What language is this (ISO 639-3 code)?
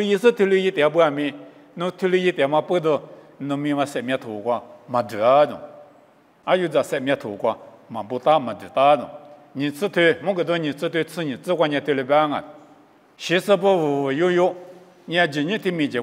lis